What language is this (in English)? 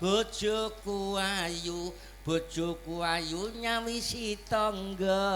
Javanese